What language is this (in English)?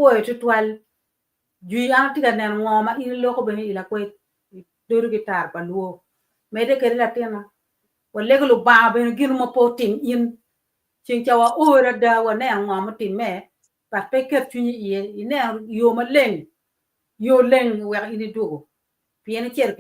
Acoli